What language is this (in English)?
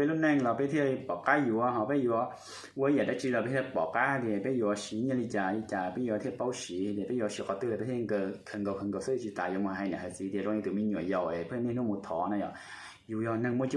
Hmong